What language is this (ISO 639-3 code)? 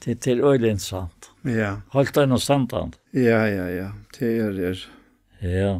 fao